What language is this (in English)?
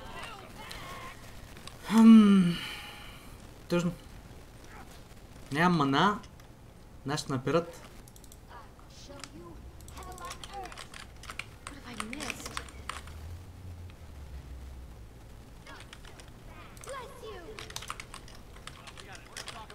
Bulgarian